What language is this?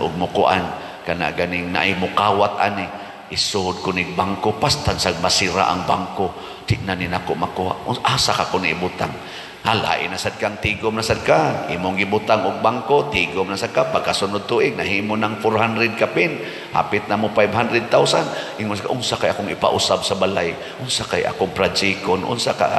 Cebuano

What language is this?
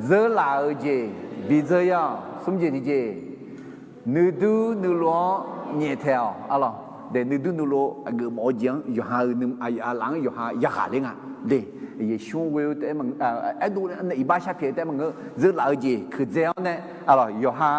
Akha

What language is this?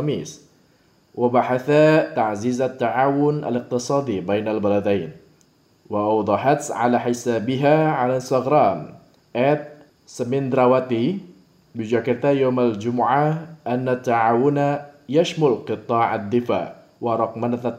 Arabic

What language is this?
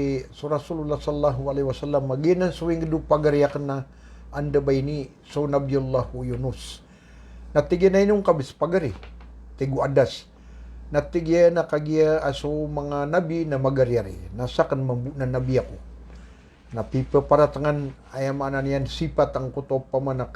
Maranao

